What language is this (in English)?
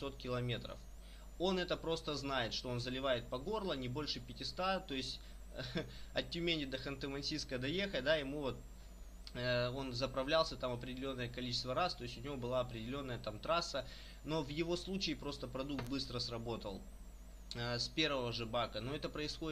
Russian